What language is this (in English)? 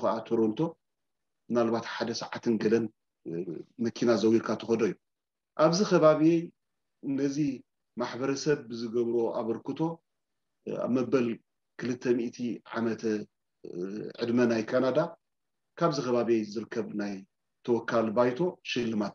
Tigrinya